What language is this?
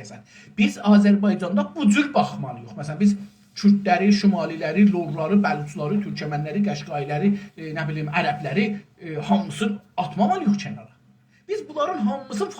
South Azerbaijani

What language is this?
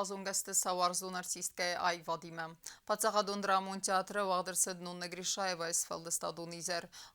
Ossetic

